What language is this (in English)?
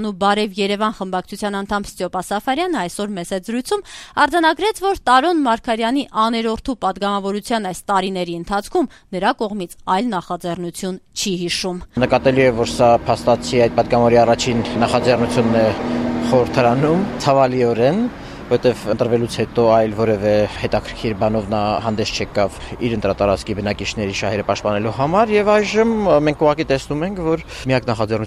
Armenian